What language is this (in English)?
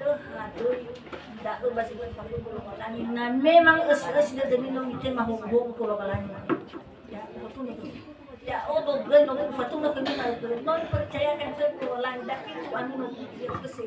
Nias